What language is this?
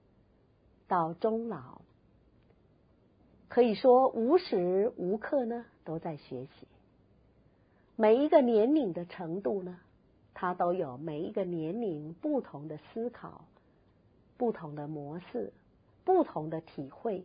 Chinese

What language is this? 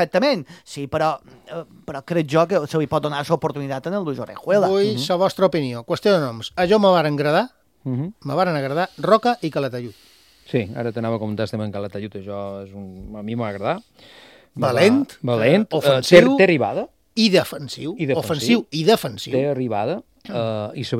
Catalan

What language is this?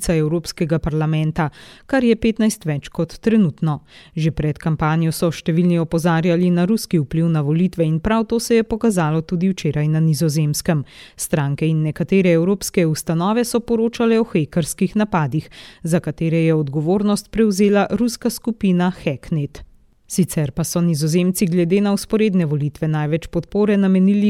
Slovenian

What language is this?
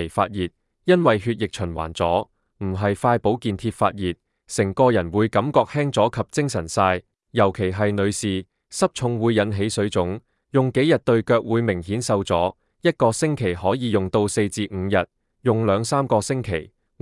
Cantonese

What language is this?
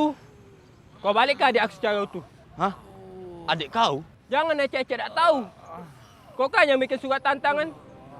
Musi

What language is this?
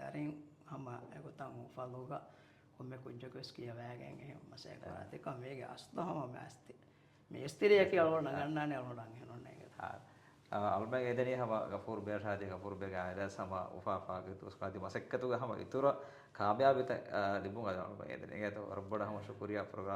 Divehi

